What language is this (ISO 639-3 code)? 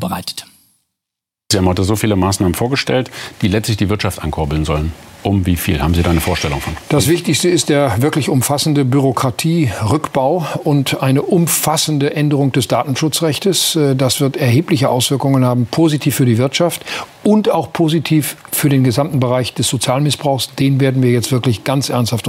deu